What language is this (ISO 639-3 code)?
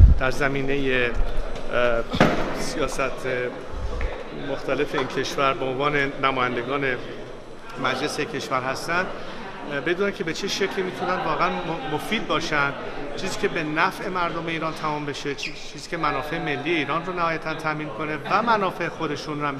fas